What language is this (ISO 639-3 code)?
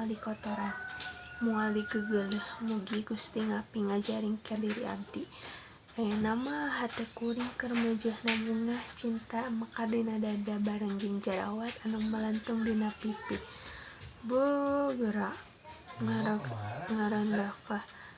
sun